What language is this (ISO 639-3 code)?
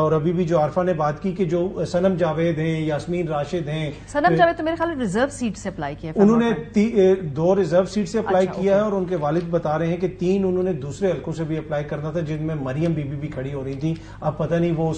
urd